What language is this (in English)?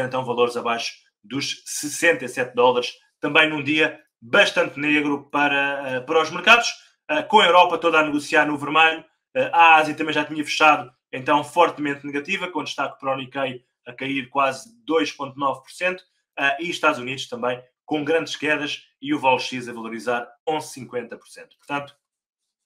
Portuguese